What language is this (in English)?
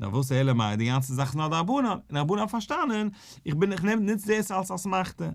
Yiddish